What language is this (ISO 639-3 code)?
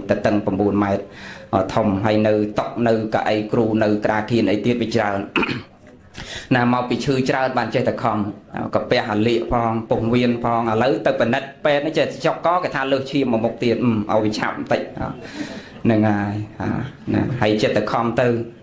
khm